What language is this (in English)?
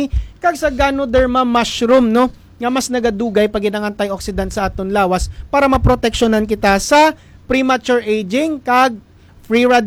Hiligaynon